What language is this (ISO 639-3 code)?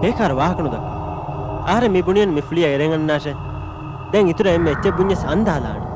div